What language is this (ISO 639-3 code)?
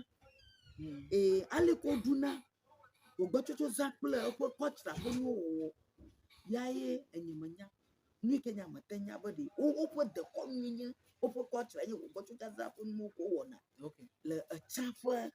ewe